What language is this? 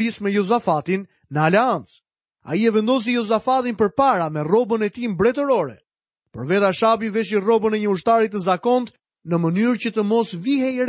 Albanian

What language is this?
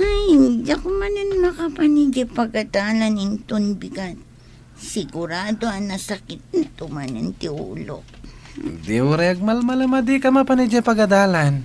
Iloko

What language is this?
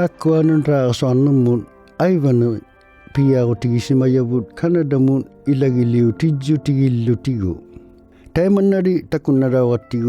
Inuktitut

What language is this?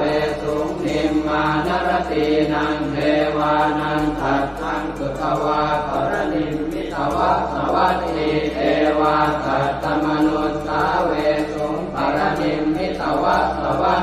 Pali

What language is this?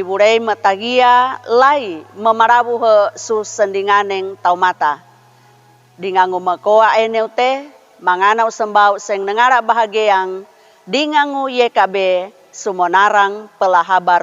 Sangir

